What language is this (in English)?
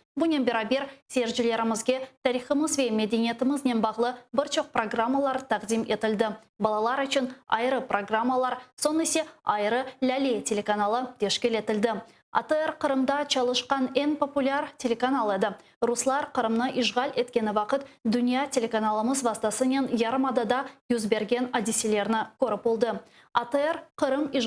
Crimean Tatar